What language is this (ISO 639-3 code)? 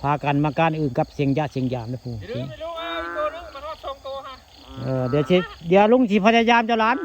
tts